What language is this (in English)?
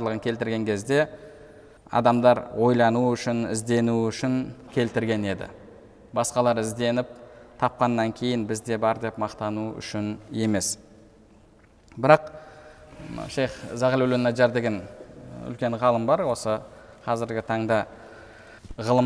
Kazakh